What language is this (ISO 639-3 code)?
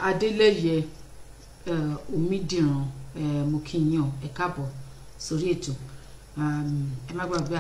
yor